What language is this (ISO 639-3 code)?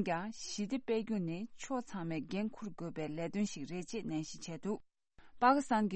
bod